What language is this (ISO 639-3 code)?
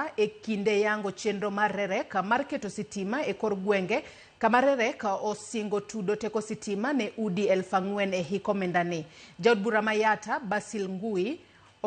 luo